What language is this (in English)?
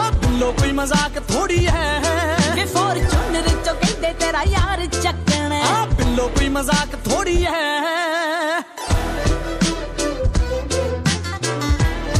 Punjabi